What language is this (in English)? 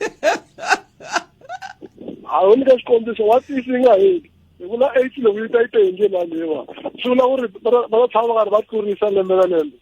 Tsonga